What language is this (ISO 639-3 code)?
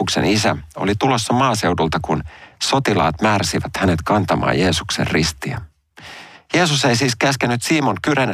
fin